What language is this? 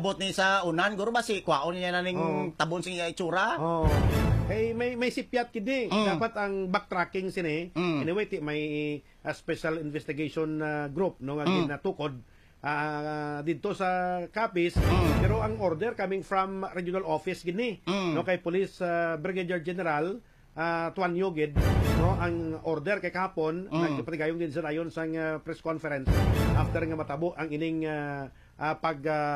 Hiligaynon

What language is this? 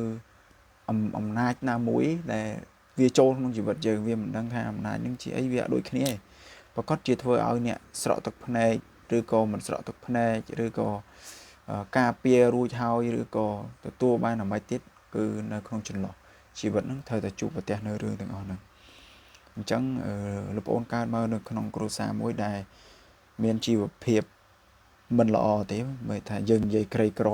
Khmer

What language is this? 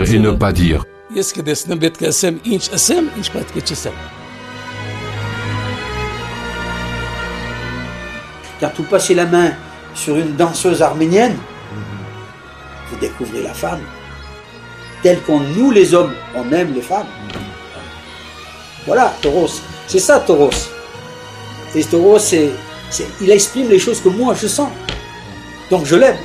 French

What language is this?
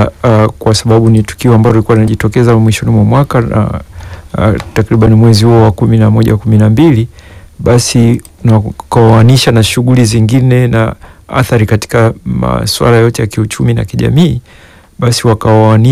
Swahili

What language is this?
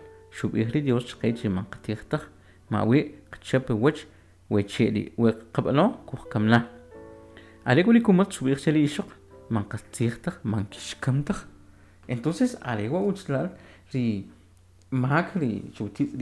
Kʼicheʼ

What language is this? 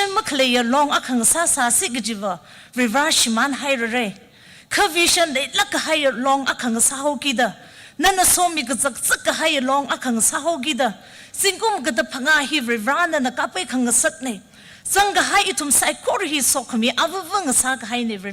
Tangkhul Naga (India)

